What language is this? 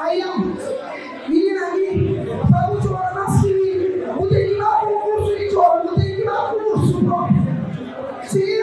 Kabuverdianu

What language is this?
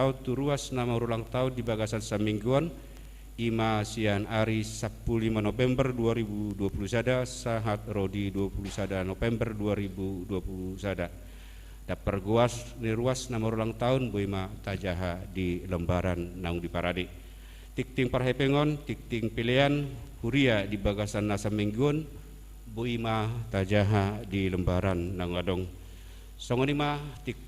Batak Toba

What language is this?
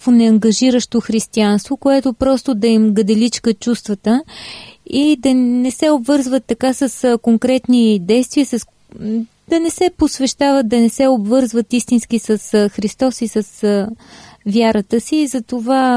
Bulgarian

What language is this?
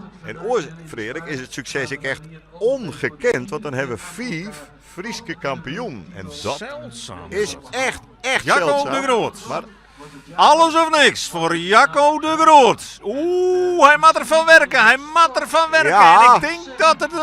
Western Frisian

